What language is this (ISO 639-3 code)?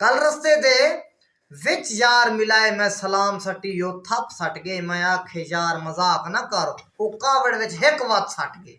skr